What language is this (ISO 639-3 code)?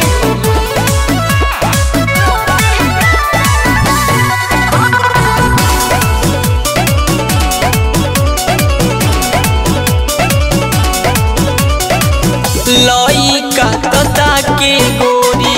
bho